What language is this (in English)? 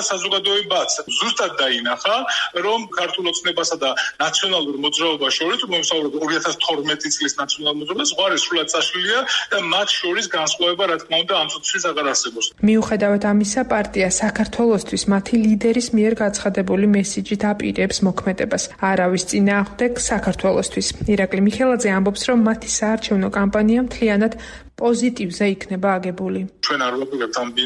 Georgian